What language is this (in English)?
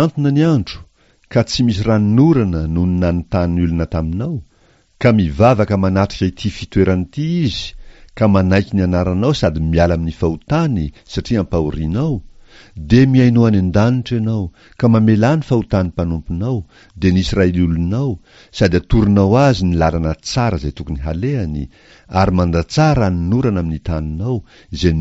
Malagasy